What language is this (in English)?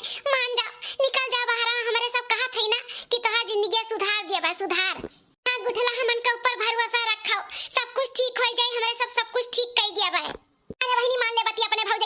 Awadhi